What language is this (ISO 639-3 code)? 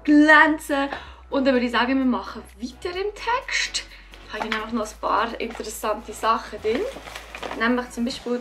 gsw